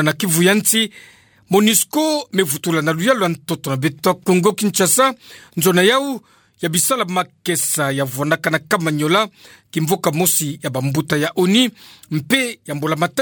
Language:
Kituba (Democratic Republic of Congo)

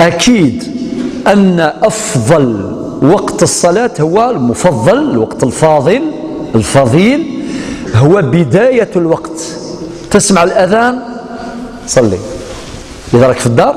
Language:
Algerian Arabic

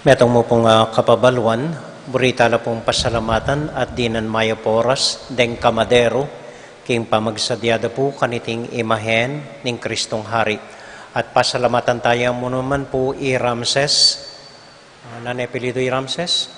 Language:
Pampanga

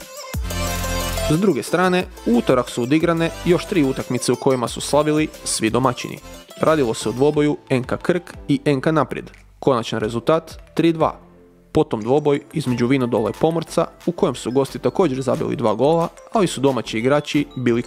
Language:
Croatian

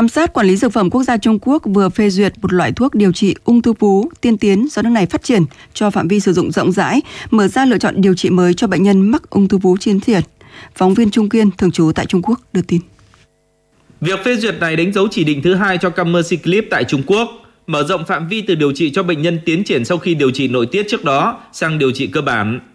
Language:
Vietnamese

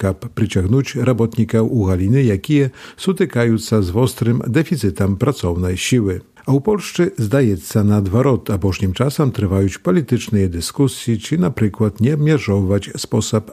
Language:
Belarusian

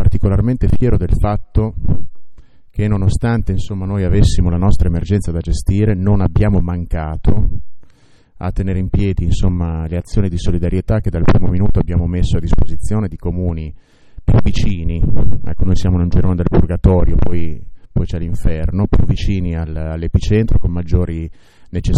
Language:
Italian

